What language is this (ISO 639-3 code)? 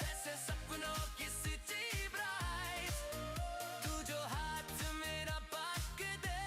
kha